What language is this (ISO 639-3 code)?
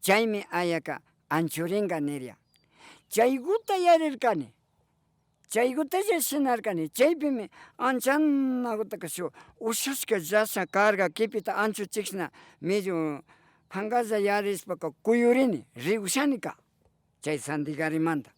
qvi